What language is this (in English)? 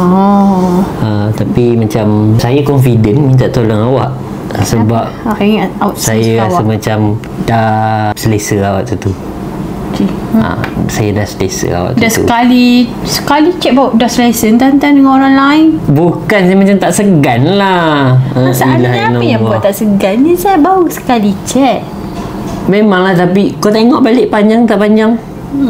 Malay